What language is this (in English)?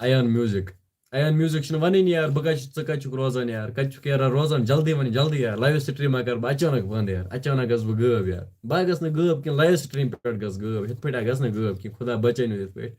Kashmiri